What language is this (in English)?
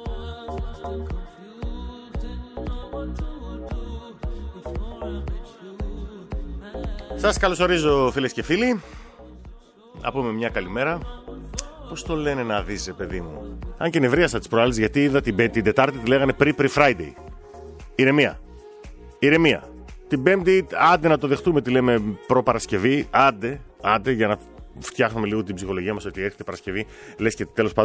Greek